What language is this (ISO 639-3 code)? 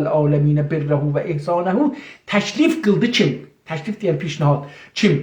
azb